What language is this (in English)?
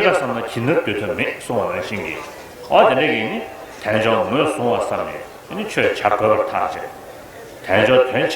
Tibetan